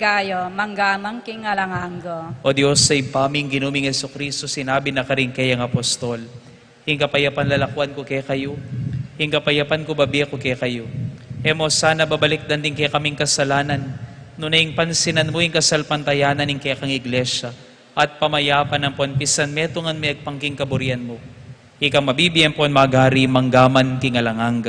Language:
Pampanga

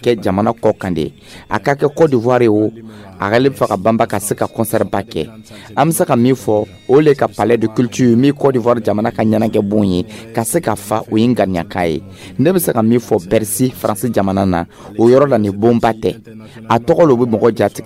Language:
Dyula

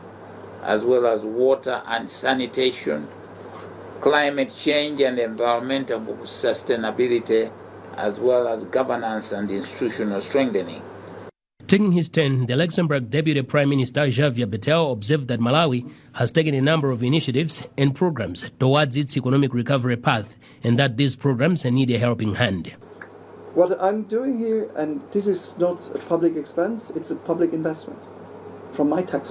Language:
English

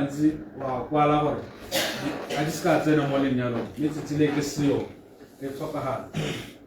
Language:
Tswana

